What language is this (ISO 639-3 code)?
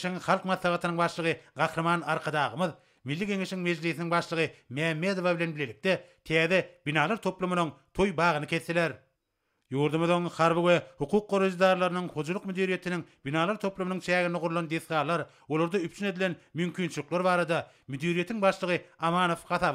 tuk